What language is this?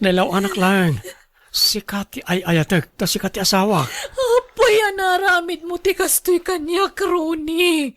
Iloko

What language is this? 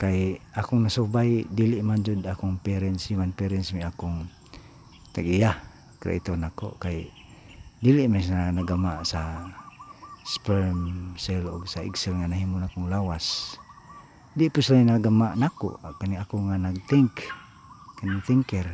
Cebuano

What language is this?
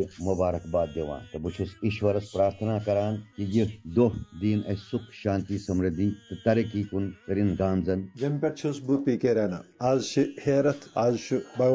Kashmiri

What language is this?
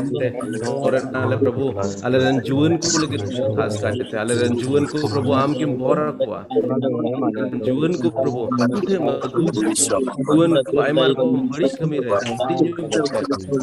Santali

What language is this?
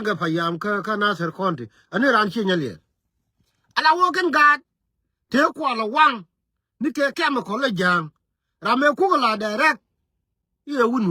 Nuer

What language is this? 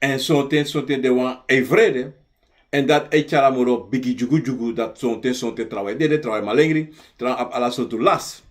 Sranan Tongo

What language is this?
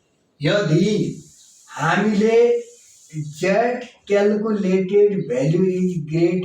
Nepali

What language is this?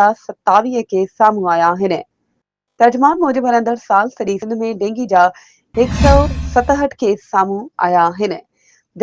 Sindhi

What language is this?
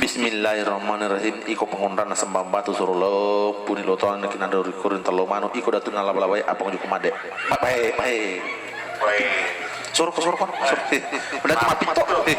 Buginese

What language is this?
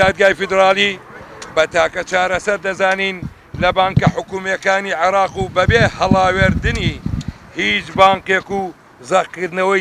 Central Kurdish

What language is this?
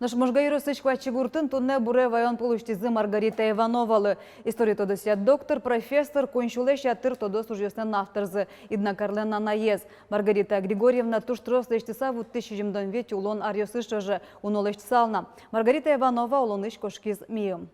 Udmurt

